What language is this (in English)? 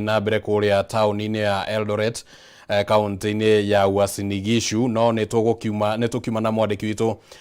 Kikuyu